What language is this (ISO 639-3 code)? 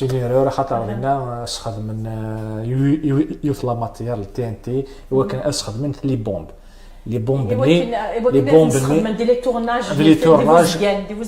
kab